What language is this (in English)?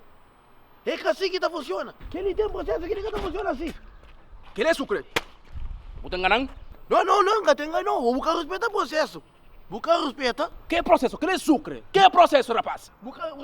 Kabuverdianu